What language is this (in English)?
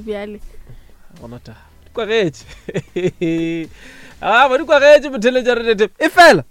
Northern Sotho